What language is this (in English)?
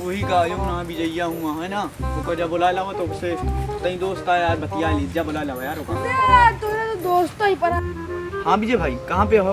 Awadhi